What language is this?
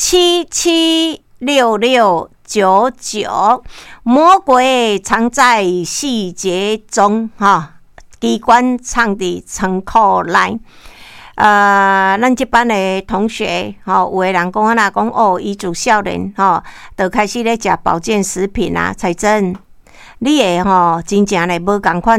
Min Nan Chinese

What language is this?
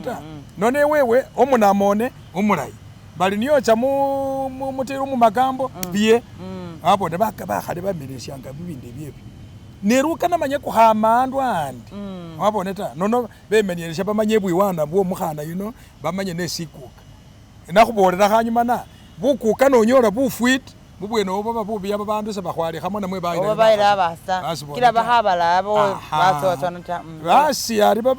Masaaba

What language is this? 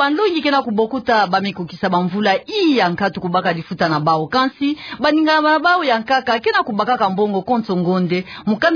Kituba (Democratic Republic of Congo)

